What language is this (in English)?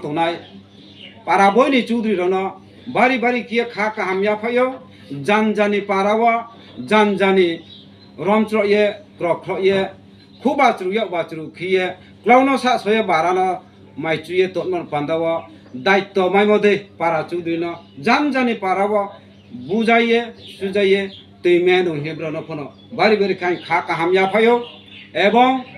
Riang (India)